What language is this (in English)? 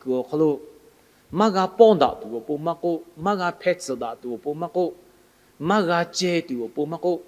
Lahu